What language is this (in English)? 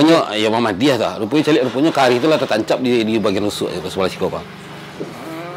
Minangkabau